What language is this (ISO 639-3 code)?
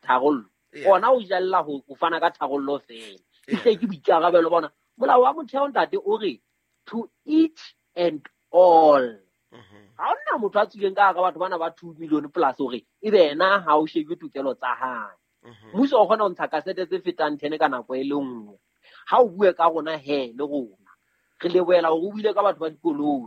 sot